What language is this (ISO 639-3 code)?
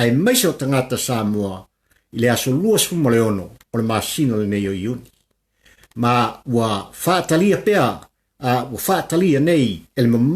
smo